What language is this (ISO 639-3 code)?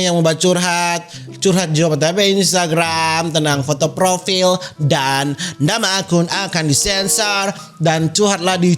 xmm